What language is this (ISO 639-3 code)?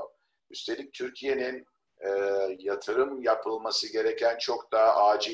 tur